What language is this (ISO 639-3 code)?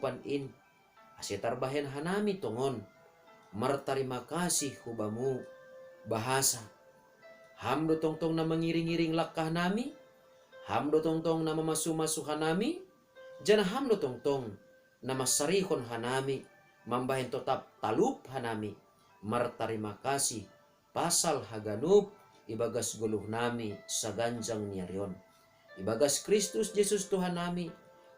bts